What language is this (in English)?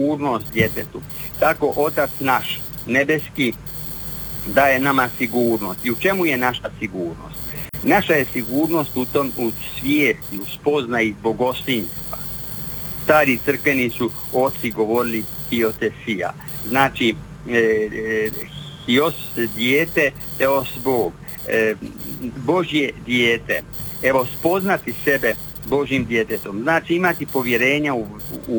Croatian